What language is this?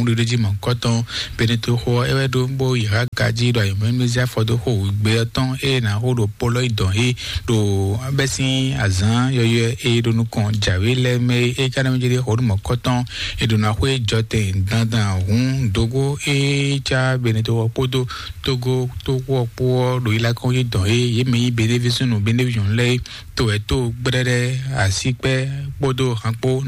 Fon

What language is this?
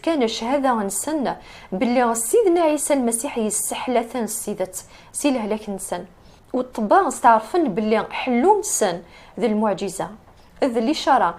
Kabyle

